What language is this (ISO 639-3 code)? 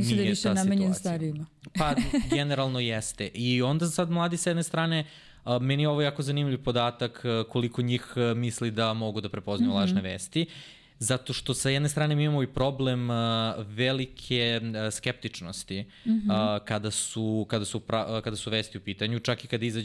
srp